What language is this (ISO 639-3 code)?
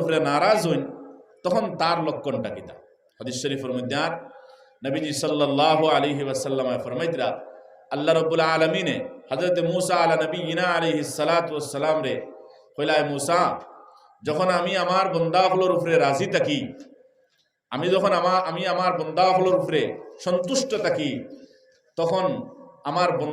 syl